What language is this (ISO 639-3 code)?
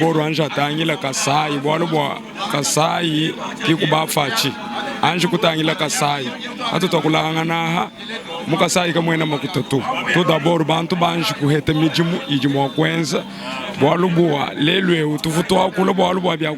lua